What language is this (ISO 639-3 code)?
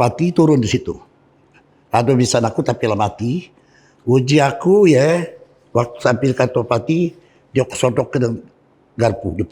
mui